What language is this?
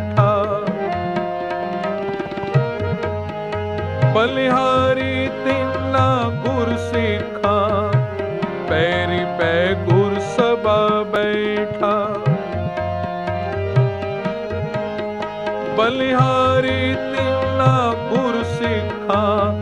Punjabi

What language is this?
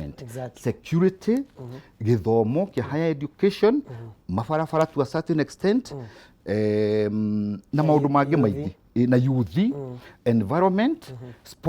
Kikuyu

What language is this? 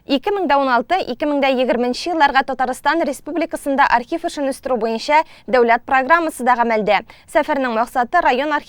Tatar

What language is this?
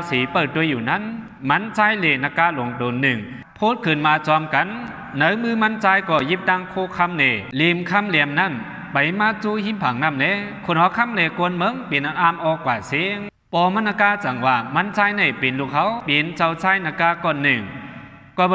Shan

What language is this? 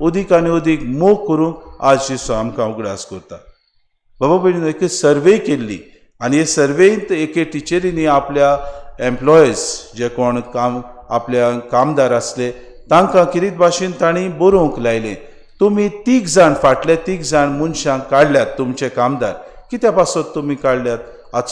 Konkani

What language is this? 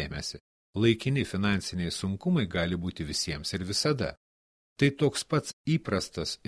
Lithuanian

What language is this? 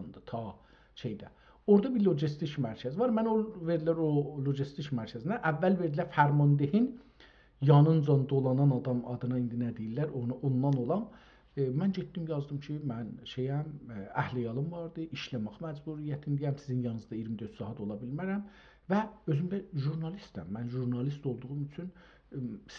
South Azerbaijani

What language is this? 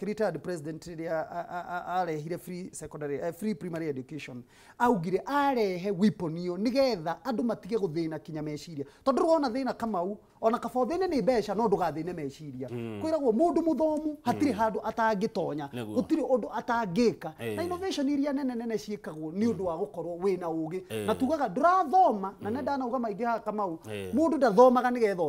Kikuyu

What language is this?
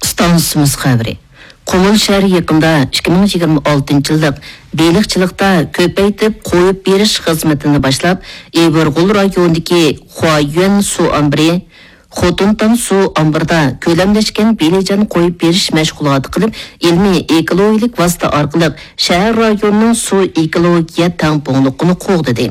Uyghur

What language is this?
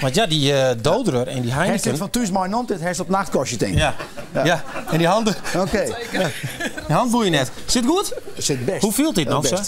Western Frisian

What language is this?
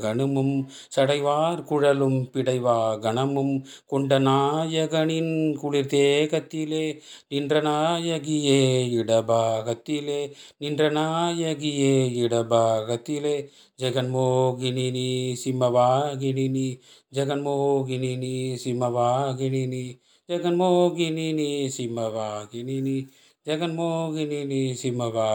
Tamil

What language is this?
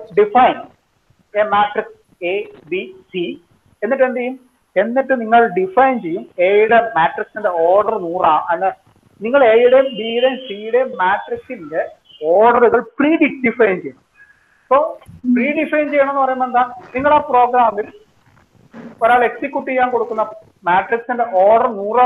Malayalam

